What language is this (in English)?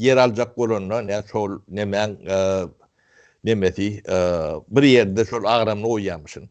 Turkmen